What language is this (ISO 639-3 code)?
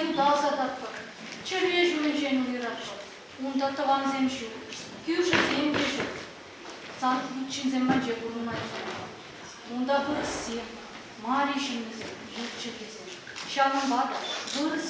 chv